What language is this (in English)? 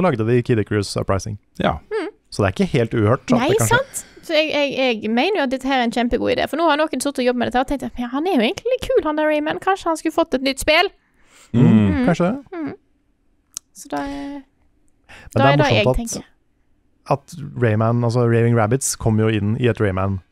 Norwegian